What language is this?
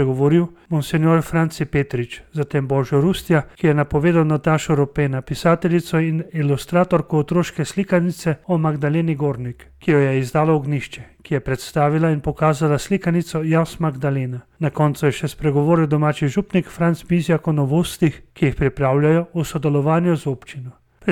Slovenian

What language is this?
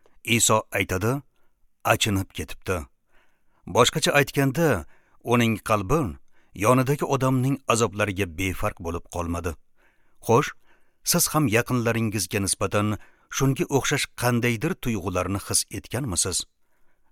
Uzbek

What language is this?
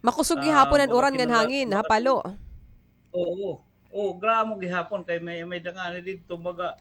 Waray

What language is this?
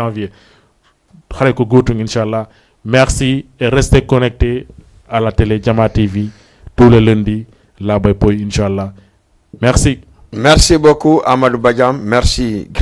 Fula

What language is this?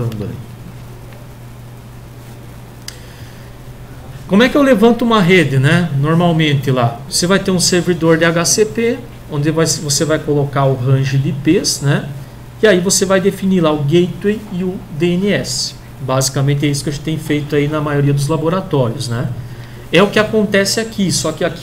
Portuguese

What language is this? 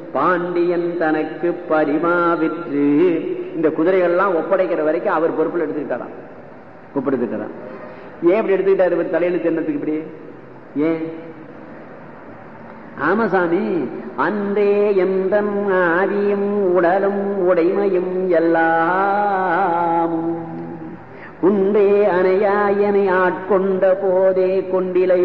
Tamil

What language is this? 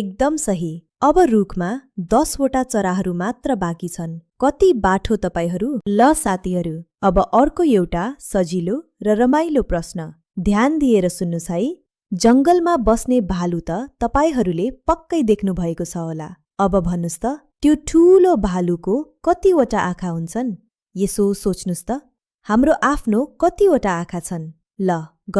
Nepali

